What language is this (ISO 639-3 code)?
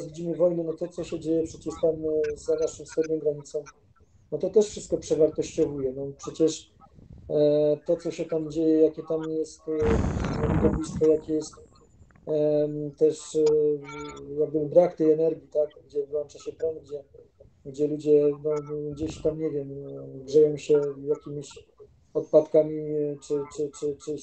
pol